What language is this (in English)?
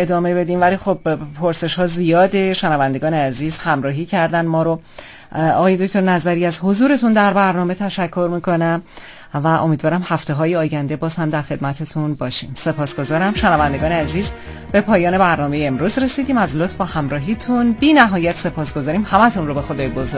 Persian